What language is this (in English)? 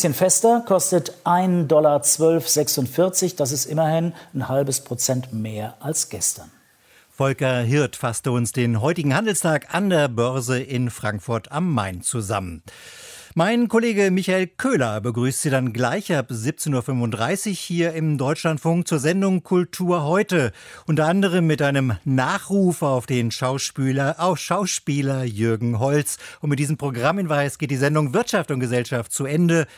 German